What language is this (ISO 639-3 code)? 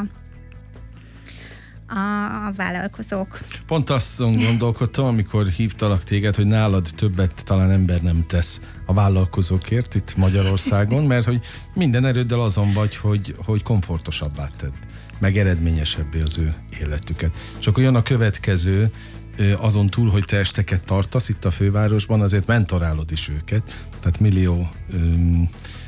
hun